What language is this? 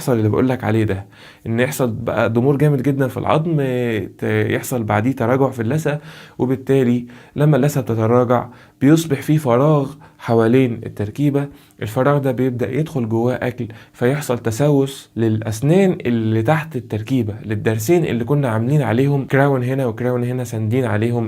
Egyptian Arabic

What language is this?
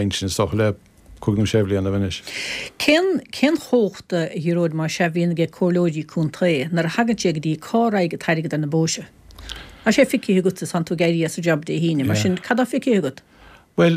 Irish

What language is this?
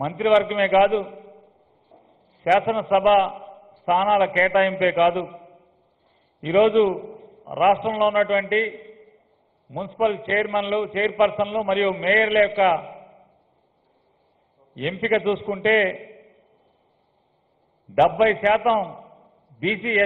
Telugu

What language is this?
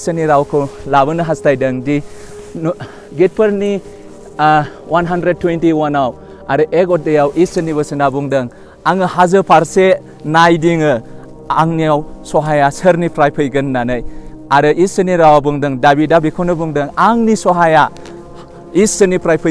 Bodo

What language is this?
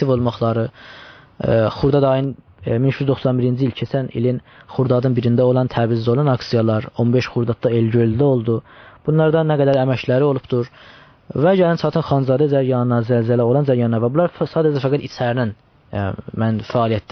South Azerbaijani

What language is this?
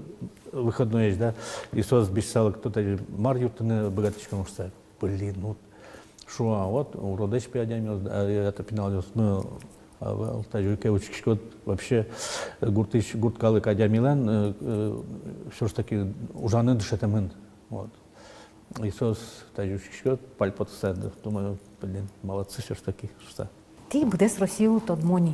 Udmurt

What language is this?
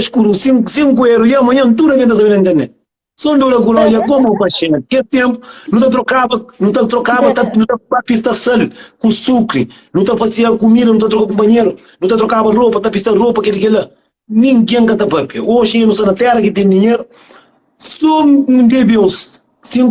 Kabuverdianu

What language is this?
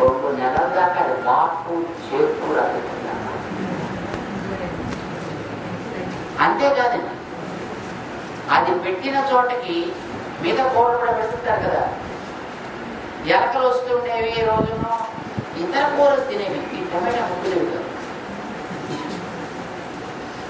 Telugu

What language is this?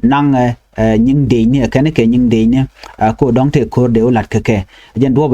Nuer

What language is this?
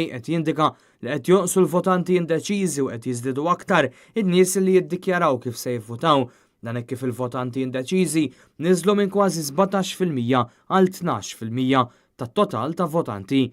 Maltese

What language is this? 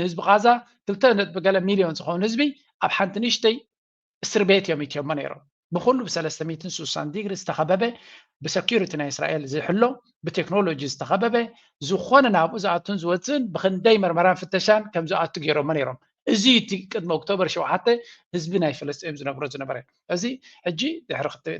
Tigrinya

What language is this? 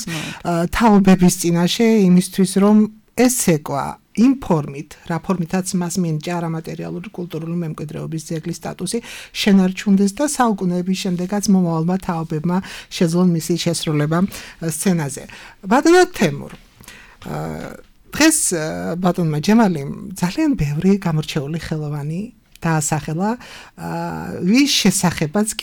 Georgian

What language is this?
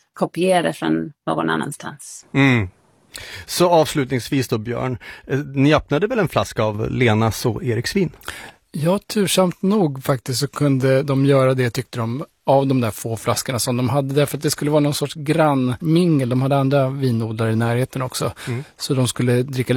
Swedish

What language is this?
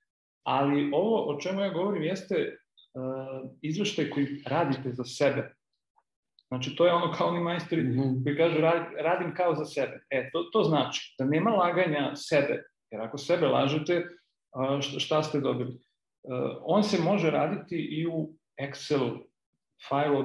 Serbian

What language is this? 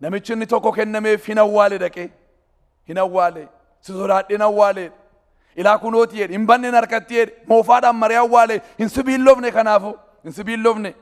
Oromo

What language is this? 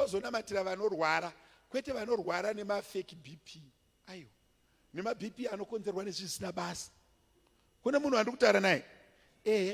Shona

